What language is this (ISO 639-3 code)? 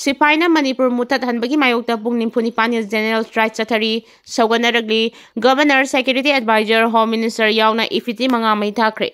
mni